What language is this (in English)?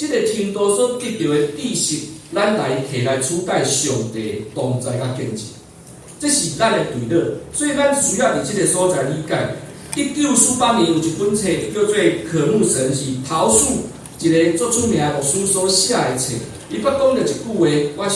Min Nan Chinese